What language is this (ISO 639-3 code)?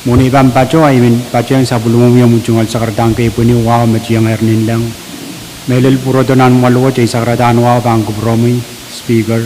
pon